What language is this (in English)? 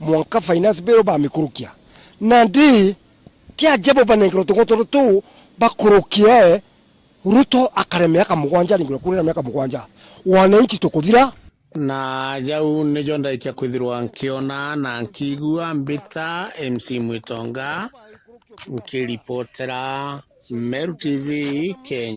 Meru